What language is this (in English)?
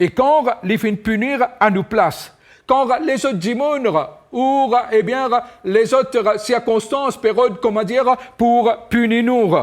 Morisyen